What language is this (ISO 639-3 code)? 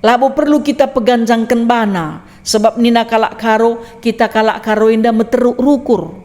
btx